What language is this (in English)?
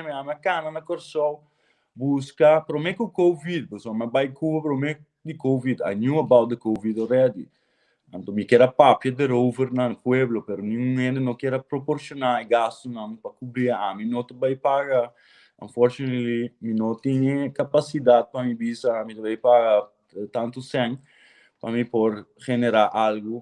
Papiamento